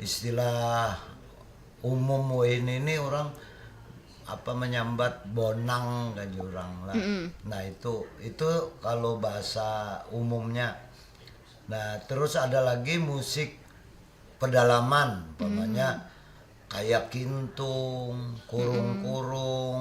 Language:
Banjar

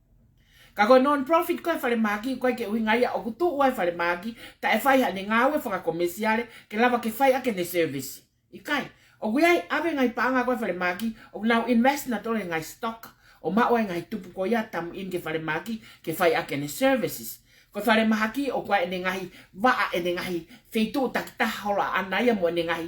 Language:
Tongan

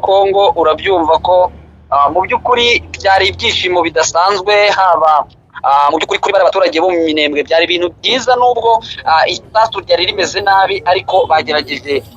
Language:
Kinyarwanda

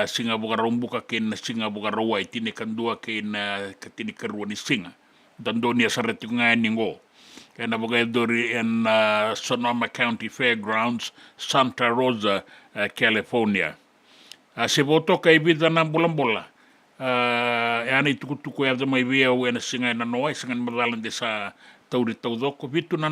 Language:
Fijian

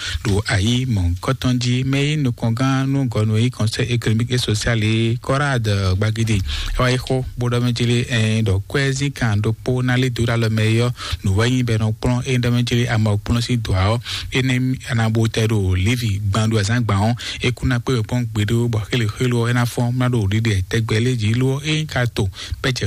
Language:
Fon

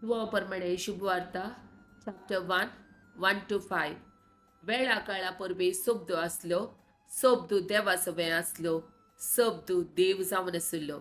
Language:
Konkani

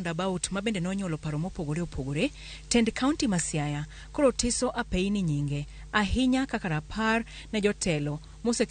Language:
Luo (Kenya and Tanzania)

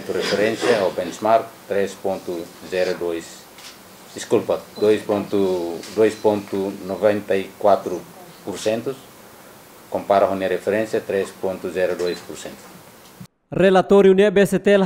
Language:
Tetum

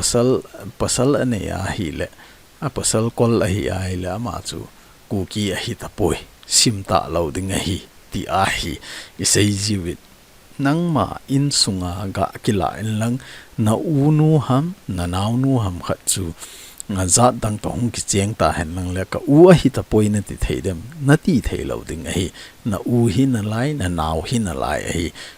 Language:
Thado Chin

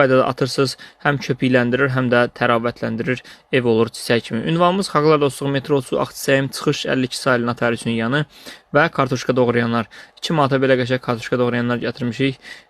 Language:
Azerbaijani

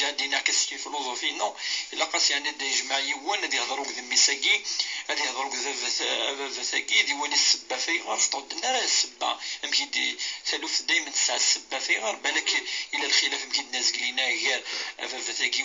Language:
Kabyle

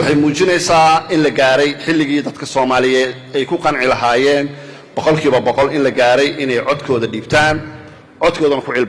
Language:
Somali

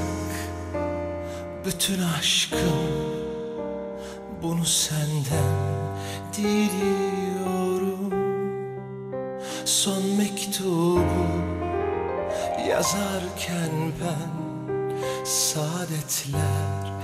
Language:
Turkish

